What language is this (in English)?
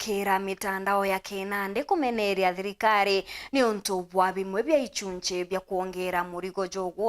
Meru